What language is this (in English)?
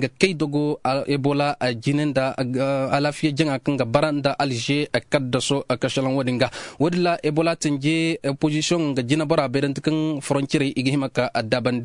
Zarma